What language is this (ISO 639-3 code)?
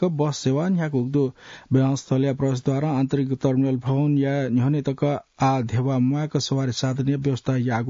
new